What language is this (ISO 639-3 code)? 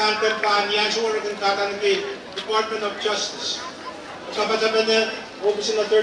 pon